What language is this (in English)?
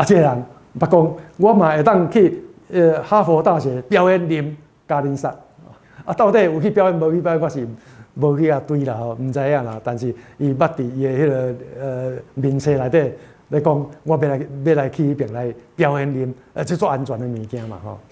Min Nan Chinese